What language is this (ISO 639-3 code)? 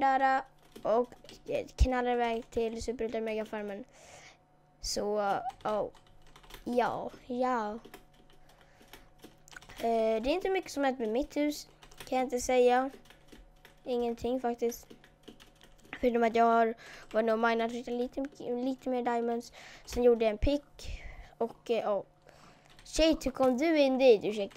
swe